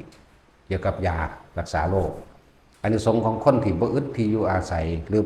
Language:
Northeastern Thai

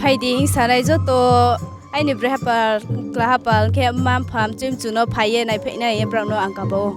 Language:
Riang (India)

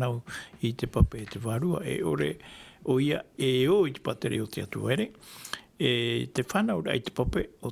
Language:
Tahitian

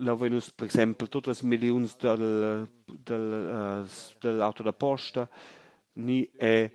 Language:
Romansh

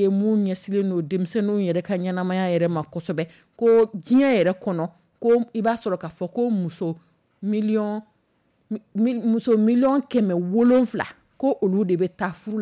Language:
Dyula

